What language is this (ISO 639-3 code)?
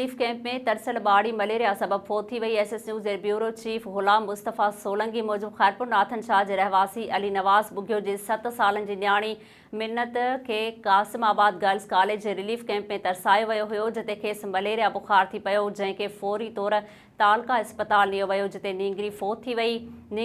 snd